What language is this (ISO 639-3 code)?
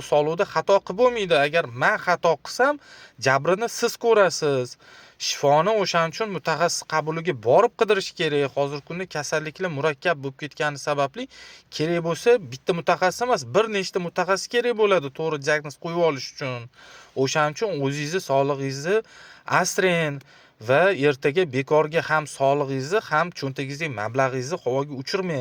uzb